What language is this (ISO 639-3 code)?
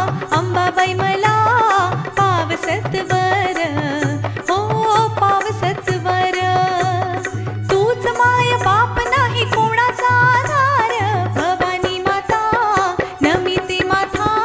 mar